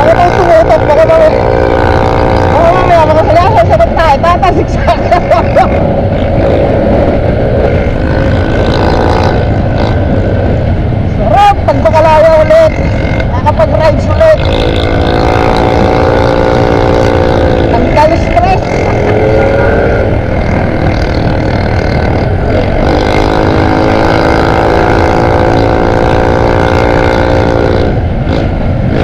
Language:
Filipino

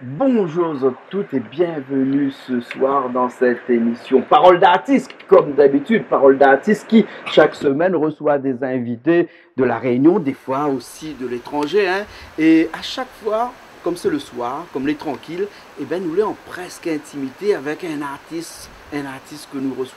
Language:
Réunion Creole French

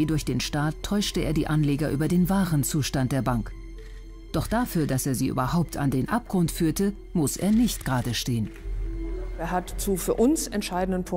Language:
German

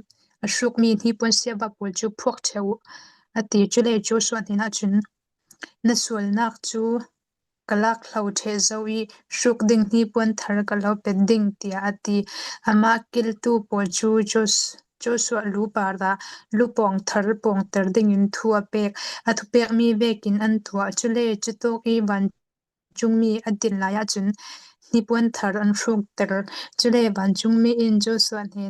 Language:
Falam Chin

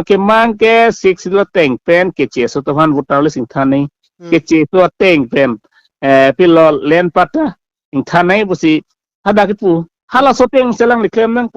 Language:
Karbi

